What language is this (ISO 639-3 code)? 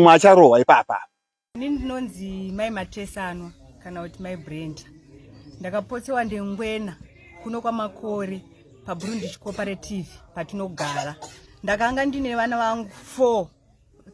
sna